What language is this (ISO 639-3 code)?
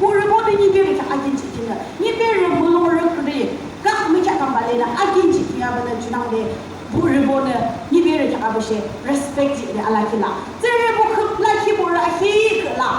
yim